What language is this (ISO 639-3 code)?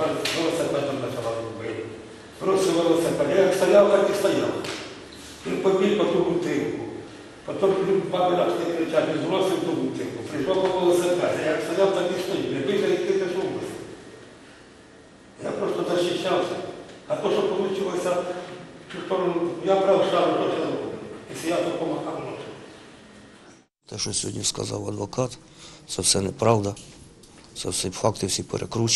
ukr